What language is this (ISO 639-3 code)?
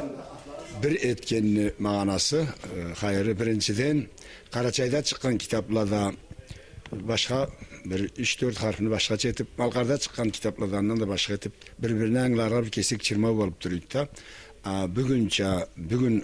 krc